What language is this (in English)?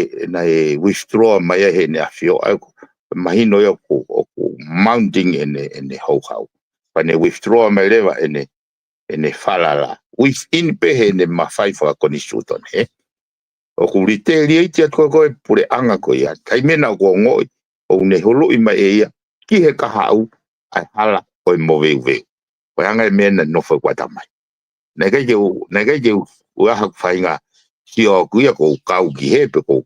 Tongan